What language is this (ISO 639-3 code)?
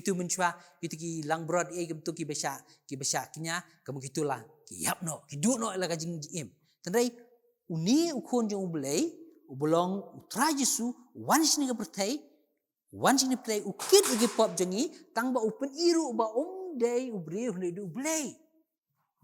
kha